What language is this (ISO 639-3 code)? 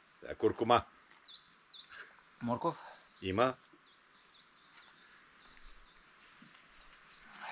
bul